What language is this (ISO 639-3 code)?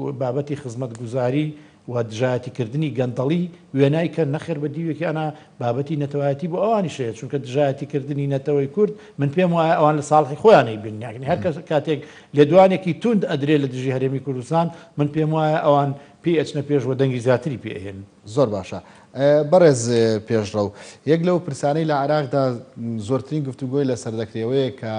ckb